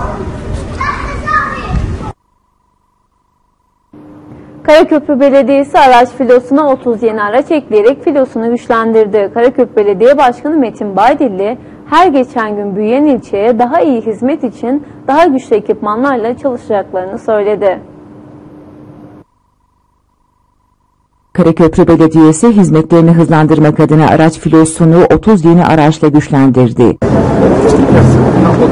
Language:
Turkish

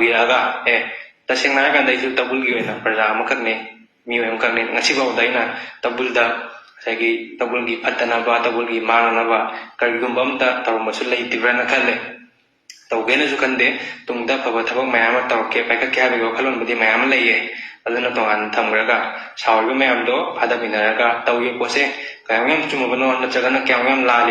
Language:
Manipuri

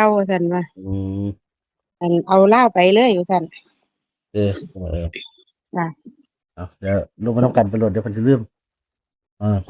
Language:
Northeastern Thai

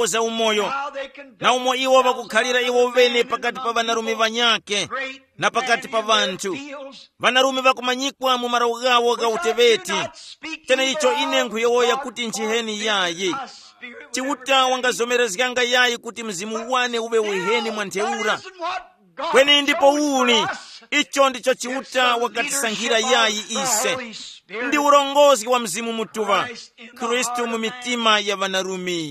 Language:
Tumbuka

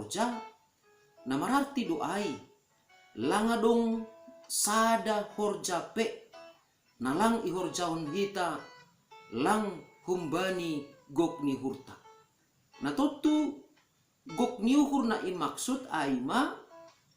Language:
Batak Simalungun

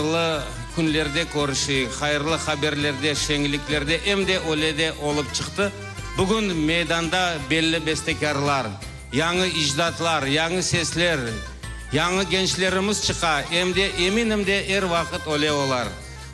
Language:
Crimean Tatar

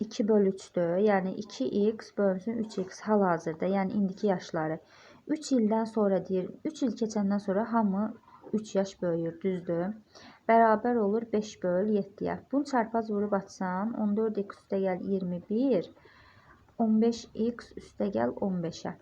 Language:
Azerbaijani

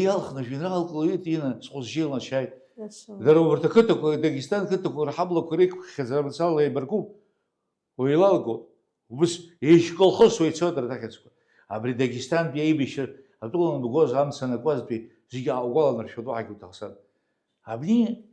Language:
Abkhazian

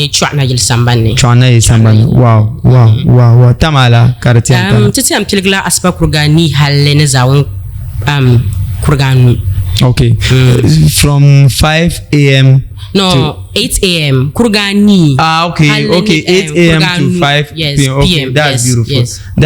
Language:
Dagbani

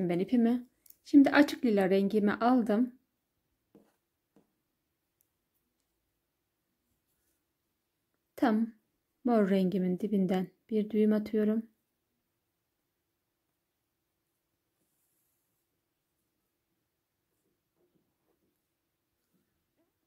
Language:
Turkish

